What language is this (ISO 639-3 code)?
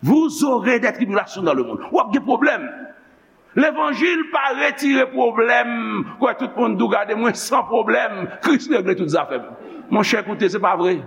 hat